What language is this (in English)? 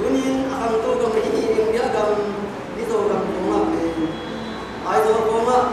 Tedim Chin